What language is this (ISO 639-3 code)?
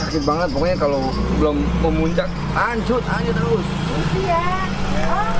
bew